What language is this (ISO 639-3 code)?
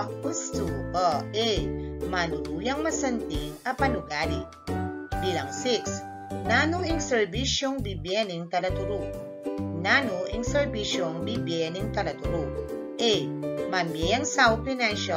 pam